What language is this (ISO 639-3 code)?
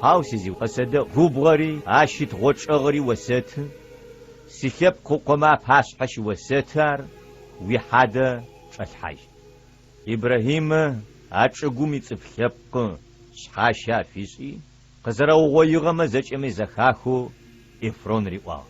ady